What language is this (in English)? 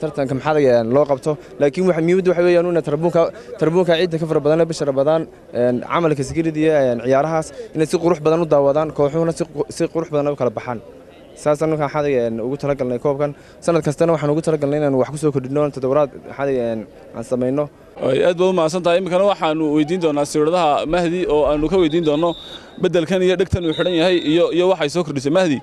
Somali